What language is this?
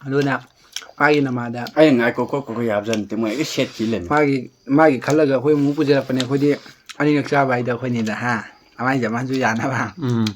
Manipuri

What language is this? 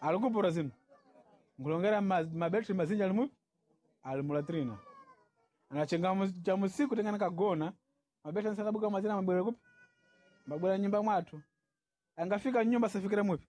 Sena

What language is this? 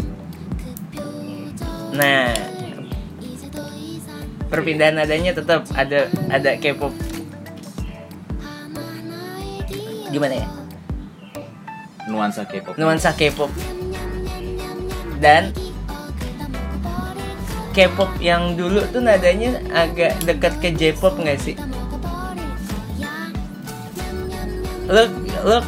Indonesian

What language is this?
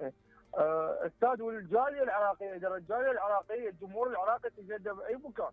Mesopotamian Arabic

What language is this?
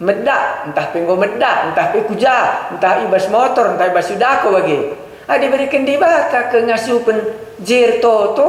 Batak Karo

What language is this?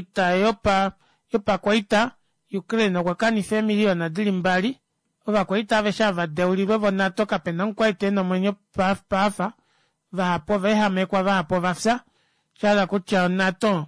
Kuanyama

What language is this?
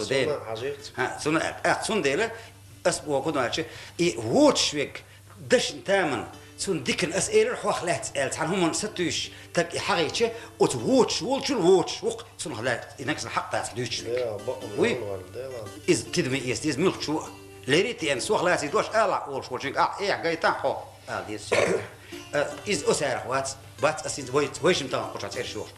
Chechen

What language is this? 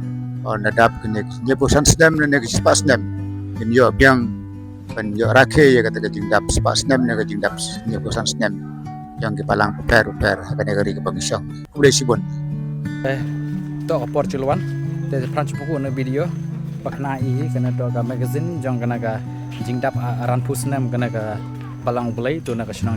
Khasi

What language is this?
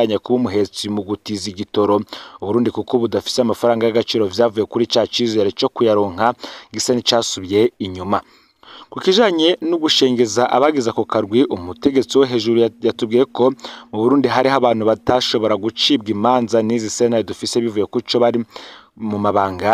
Rundi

